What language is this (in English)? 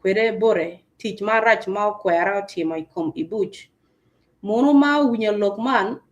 Acoli